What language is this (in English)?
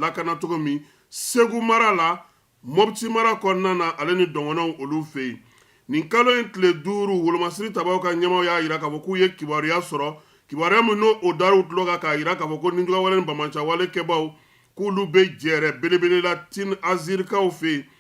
Bambara